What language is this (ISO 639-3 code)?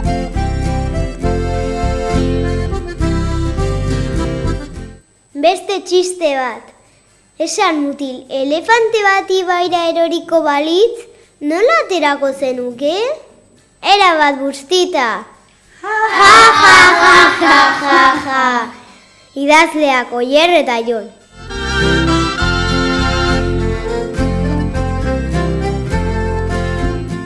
eus